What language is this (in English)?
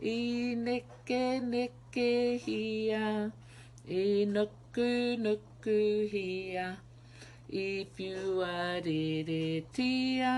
Māori